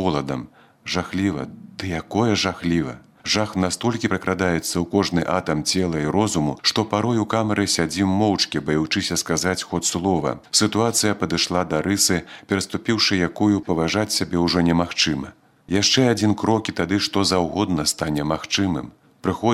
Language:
Belarusian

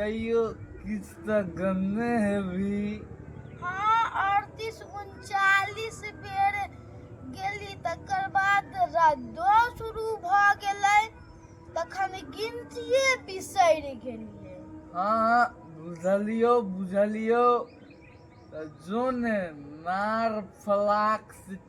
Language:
Maithili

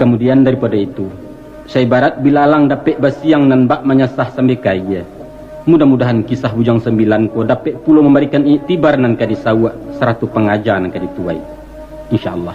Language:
Minangkabau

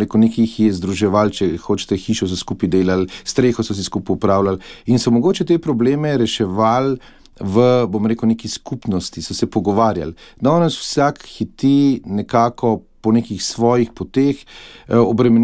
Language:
Slovenian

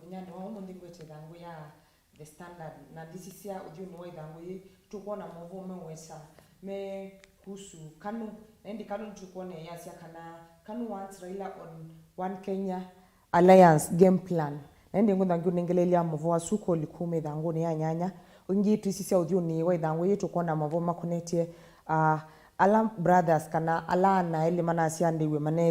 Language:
Kamba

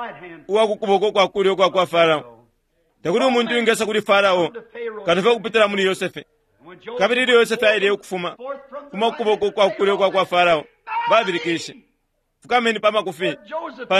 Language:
Bemba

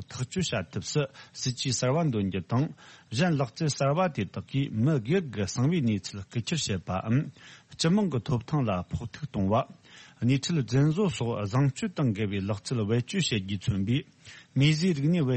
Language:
Tibetan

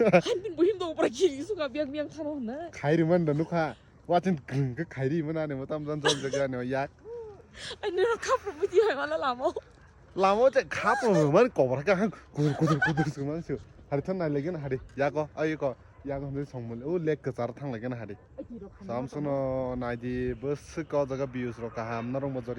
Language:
Kok Borok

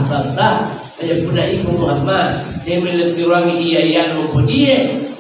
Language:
Buginese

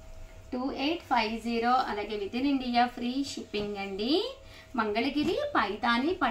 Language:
Telugu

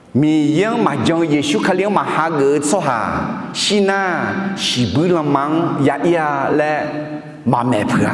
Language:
Akha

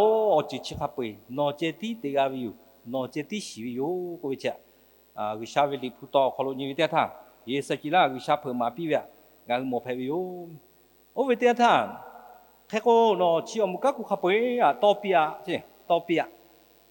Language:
Lahu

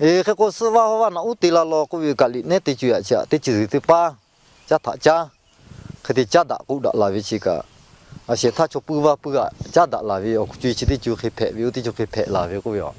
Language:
Lahu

